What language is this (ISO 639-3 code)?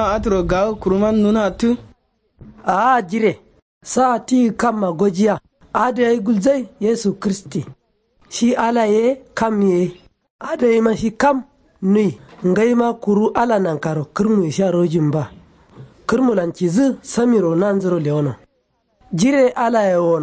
kau